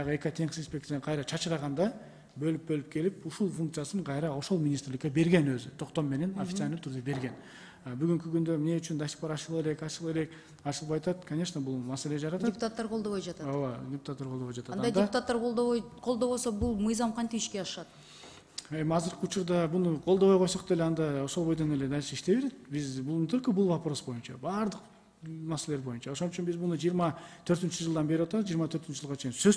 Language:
Kyrgyz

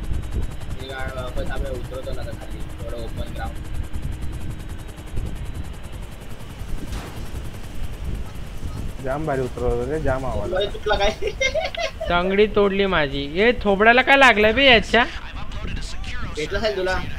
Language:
Marathi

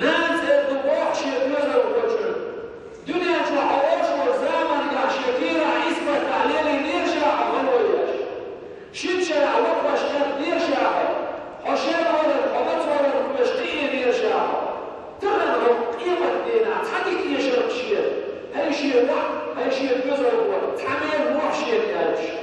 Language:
Chechen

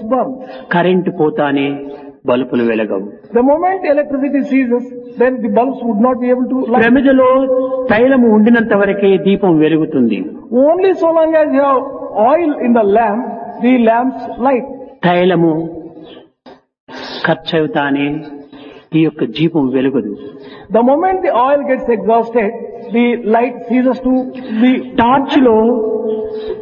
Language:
Telugu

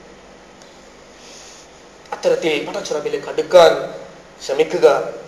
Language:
Malayalam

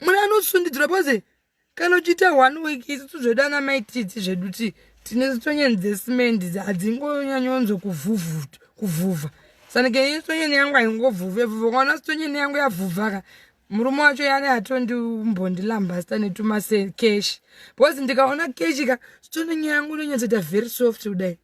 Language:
Shona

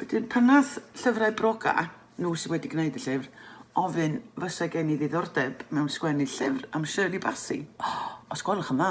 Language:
Welsh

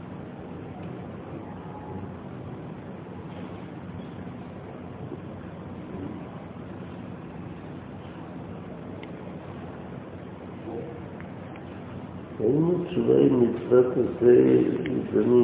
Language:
Hebrew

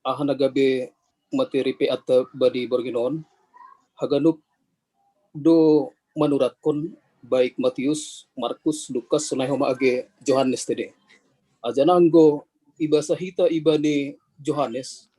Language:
Batak Simalungun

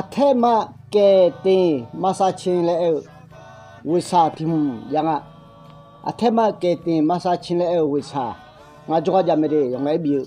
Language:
Akha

